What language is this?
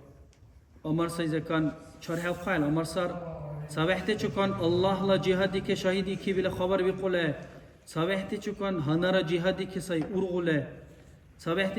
Dargwa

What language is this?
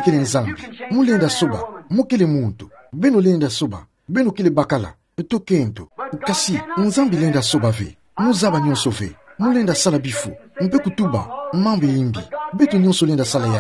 Kituba (Democratic Republic of Congo)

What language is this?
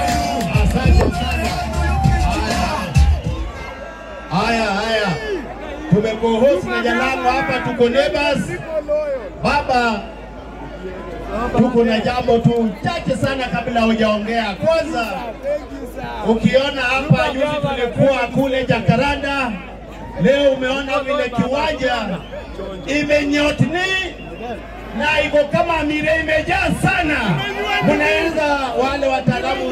Swahili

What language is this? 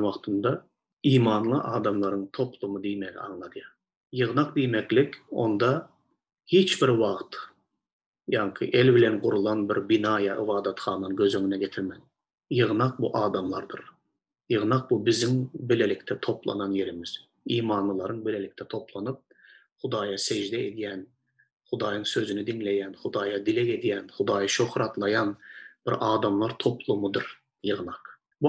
Turkmen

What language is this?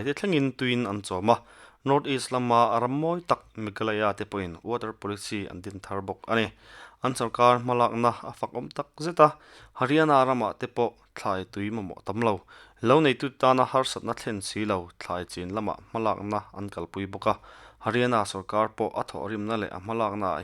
Mizo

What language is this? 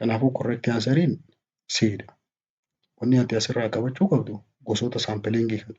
Oromo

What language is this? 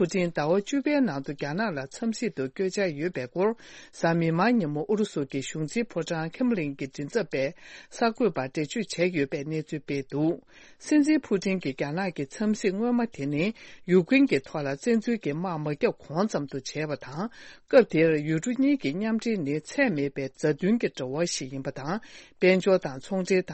Tibetan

